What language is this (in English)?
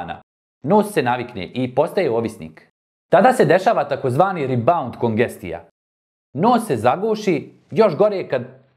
Bosnian